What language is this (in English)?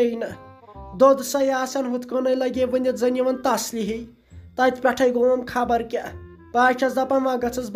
Kashmiri